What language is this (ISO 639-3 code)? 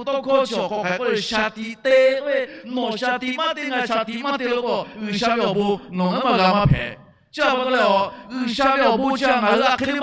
lhu